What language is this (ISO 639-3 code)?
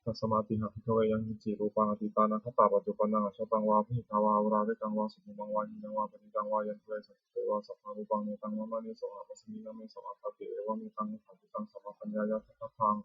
pli